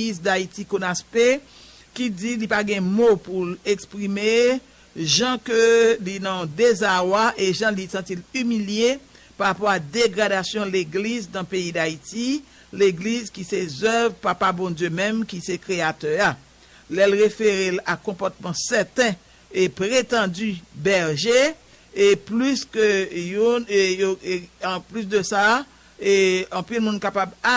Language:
Haitian Creole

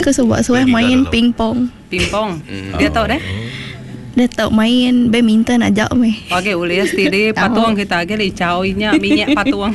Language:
Iban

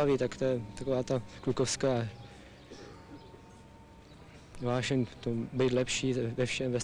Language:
Czech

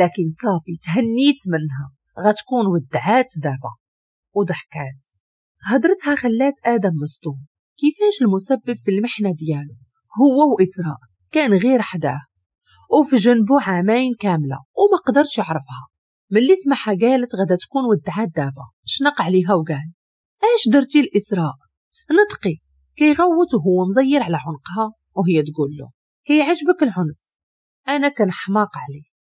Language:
Moroccan Arabic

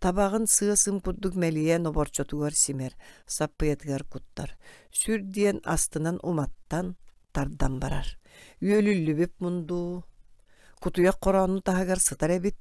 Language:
Yakut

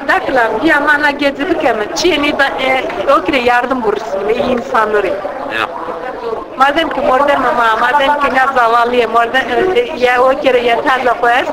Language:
Zaza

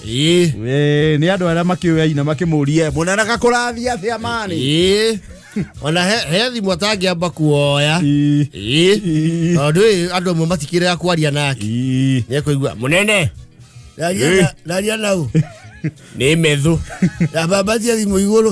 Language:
Kikuyu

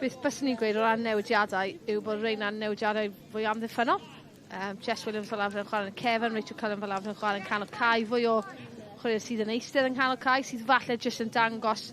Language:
Welsh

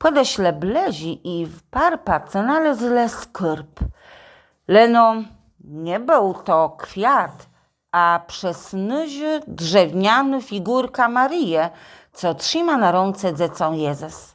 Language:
Kashubian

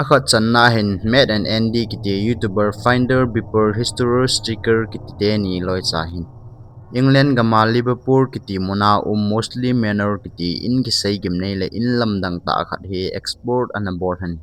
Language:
Thado Chin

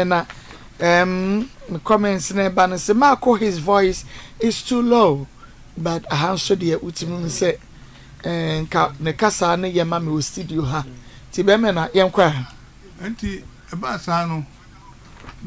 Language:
Akan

